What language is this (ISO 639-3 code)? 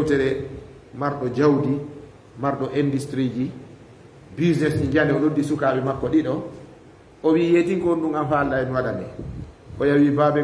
ful